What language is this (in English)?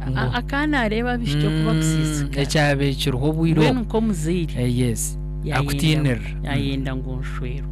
Nyankole